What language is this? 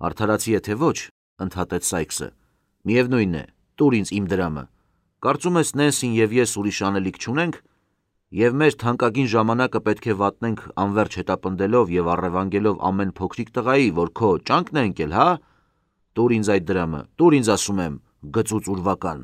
Armenian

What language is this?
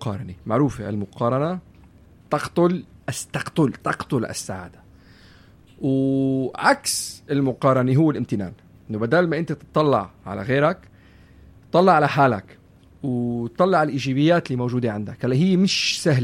North Levantine Arabic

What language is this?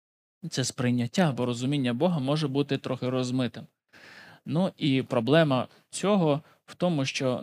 Ukrainian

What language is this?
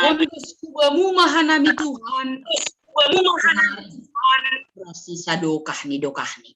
Batak Simalungun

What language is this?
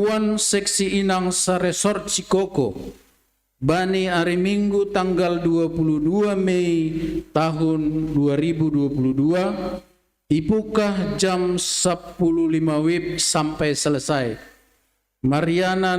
Batak Simalungun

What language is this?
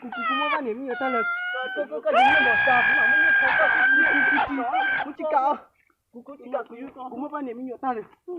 Hmong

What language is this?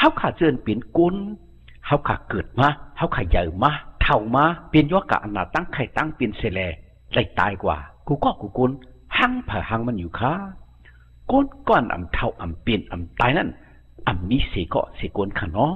Shan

